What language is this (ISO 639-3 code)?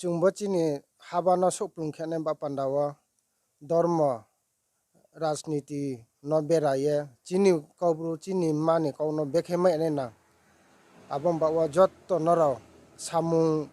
ria